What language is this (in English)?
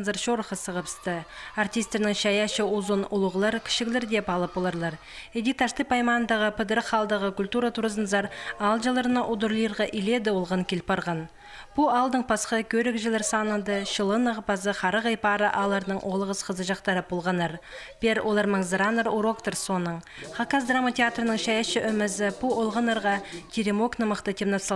Khakas